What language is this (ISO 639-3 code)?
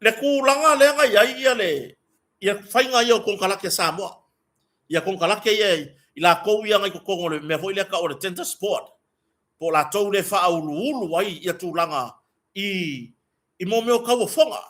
smo